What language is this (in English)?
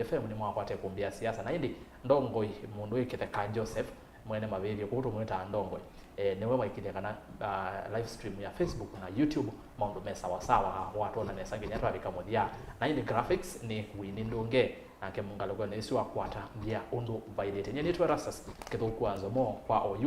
Kamba